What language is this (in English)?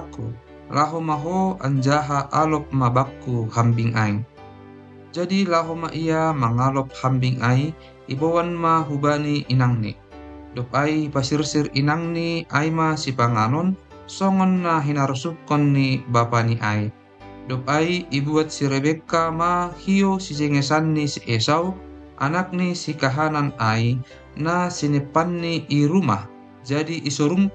Batak Simalungun